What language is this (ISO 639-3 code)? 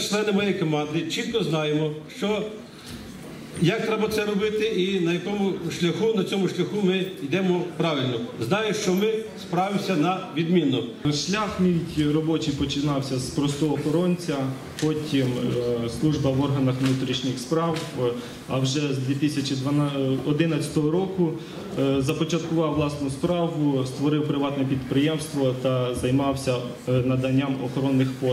ukr